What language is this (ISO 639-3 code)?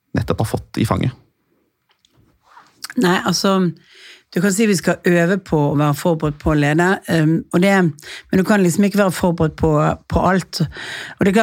nor